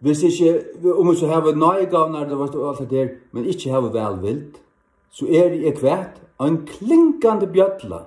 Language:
Faroese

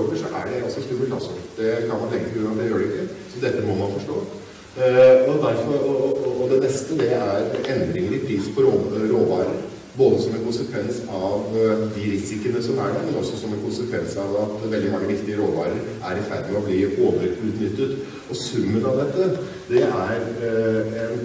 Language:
Norwegian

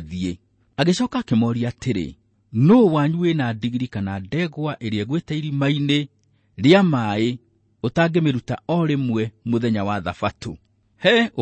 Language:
Kikuyu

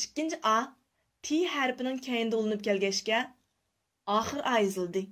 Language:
Uyghur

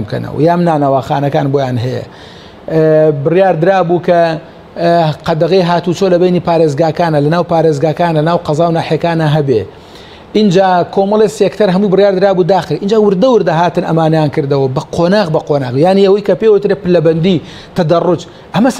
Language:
Central Kurdish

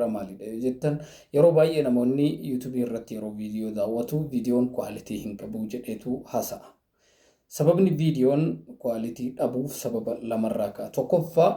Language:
Oromo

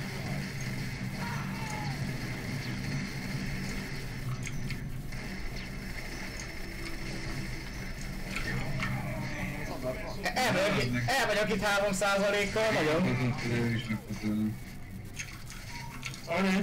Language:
Hungarian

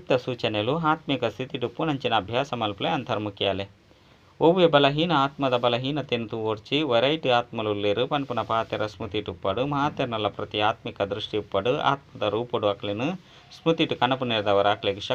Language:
Tulu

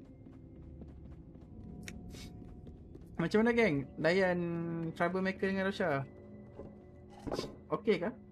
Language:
Malay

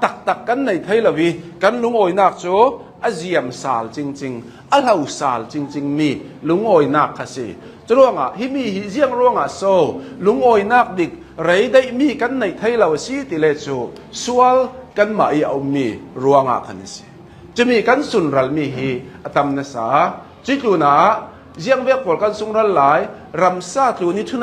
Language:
Hakha Chin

